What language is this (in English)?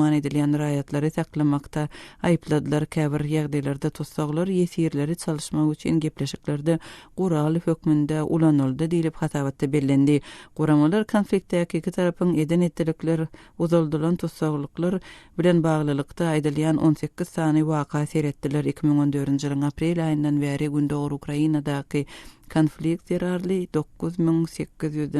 Turkmen